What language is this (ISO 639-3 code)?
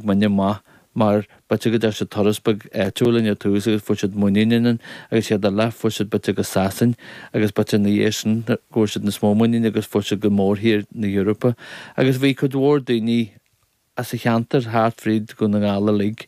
gle